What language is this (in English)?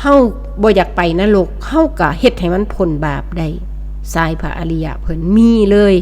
Northeastern Thai